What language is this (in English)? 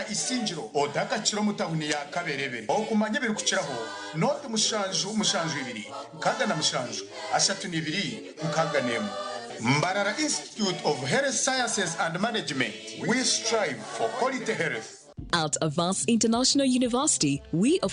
Nyankole